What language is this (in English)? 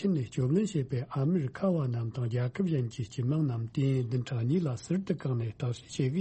Tibetan